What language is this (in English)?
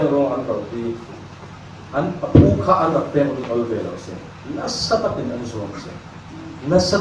Falam Chin